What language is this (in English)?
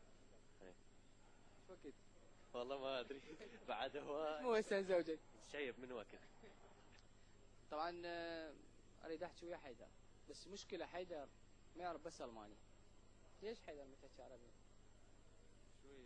Mesopotamian Arabic